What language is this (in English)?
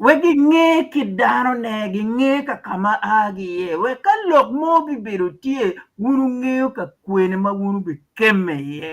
Acoli